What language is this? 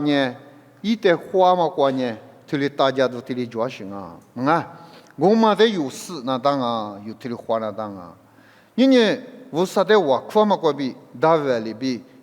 Lisu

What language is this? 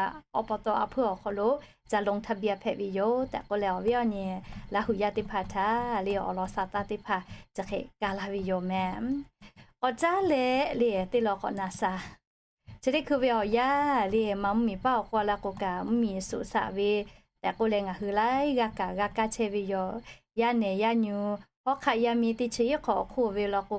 Lahu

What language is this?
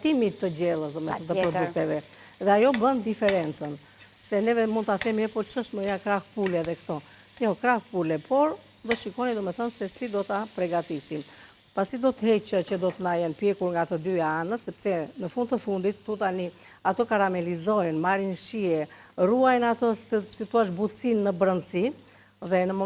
Albanian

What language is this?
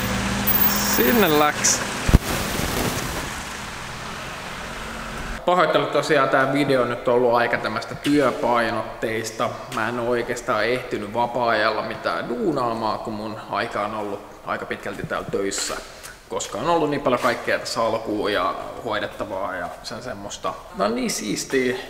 Finnish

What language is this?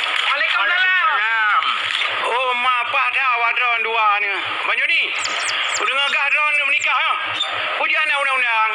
Achinese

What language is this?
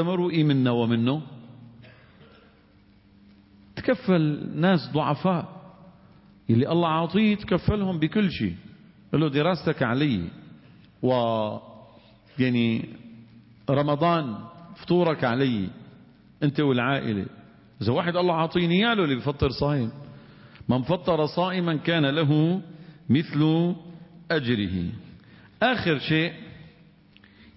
Arabic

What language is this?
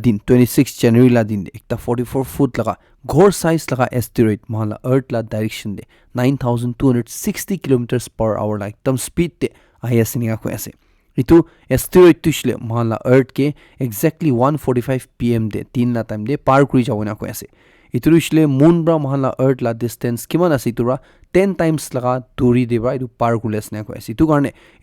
Naga Pidgin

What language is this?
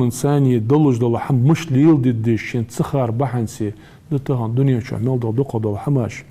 Ingush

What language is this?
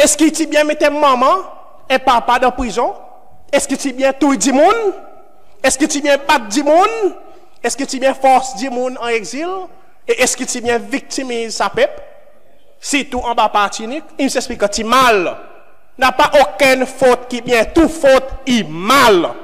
Seselwa Creole French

